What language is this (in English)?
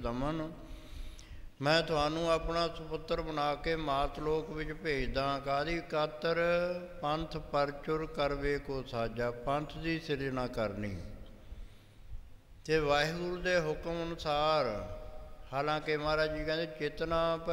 Punjabi